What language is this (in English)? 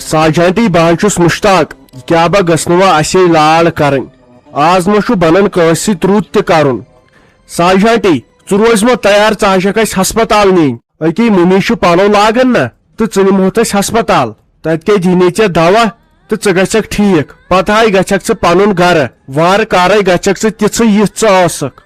Kashmiri